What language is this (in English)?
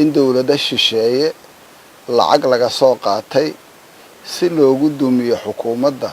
Somali